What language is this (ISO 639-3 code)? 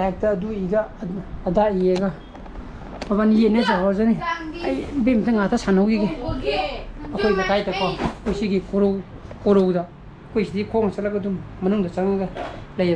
mni